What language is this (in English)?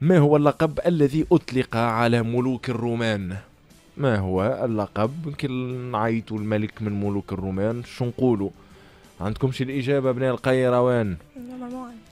Tunisian Arabic